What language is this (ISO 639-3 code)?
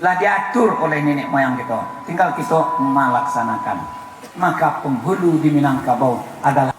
min